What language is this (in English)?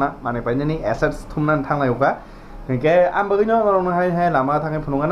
Kok Borok